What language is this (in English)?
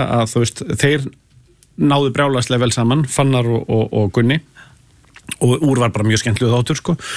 Icelandic